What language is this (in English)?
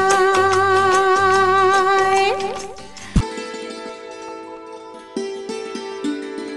Gujarati